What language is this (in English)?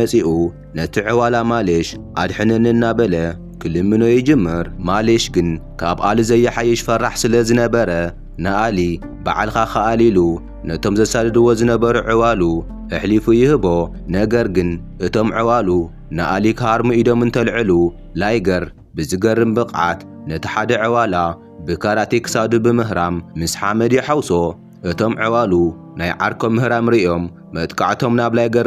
Tigrinya